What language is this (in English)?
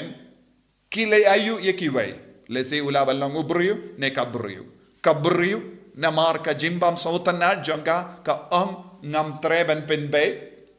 Khasi